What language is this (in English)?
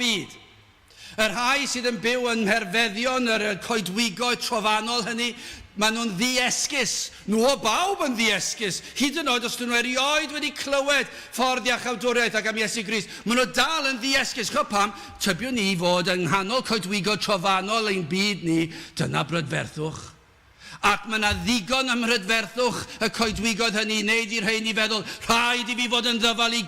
Welsh